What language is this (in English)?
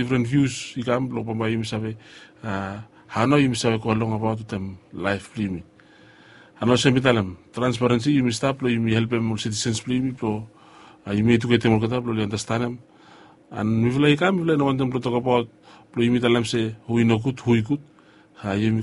Bislama